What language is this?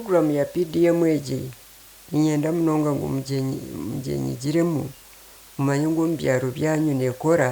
Nyankole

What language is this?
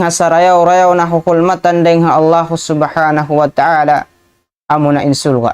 Tausug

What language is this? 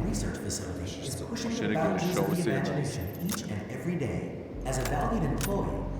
Swiss German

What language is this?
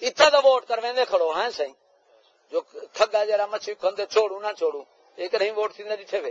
Saraiki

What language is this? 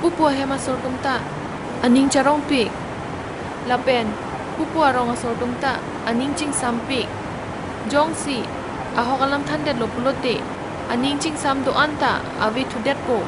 Karbi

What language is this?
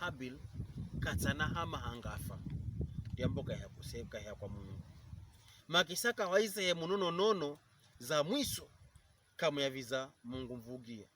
Pokomo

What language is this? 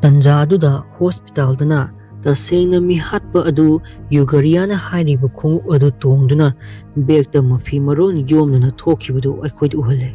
Manipuri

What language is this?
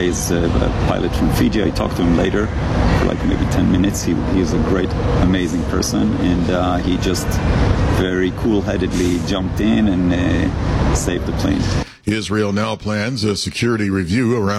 English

